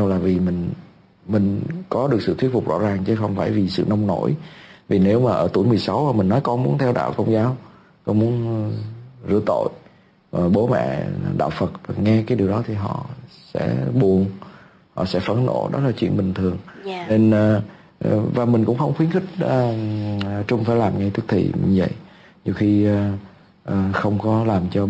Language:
Vietnamese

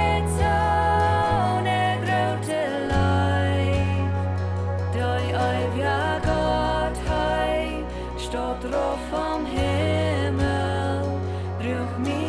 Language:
Plautdietsch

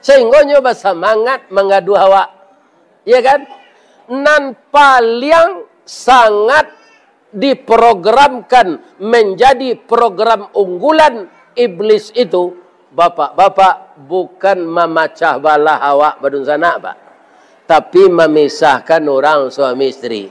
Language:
Minangkabau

